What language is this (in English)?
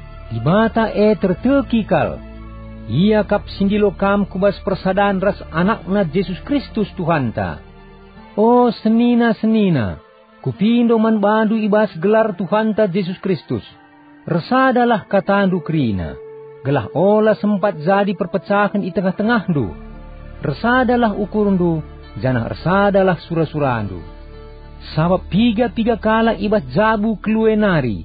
Batak Karo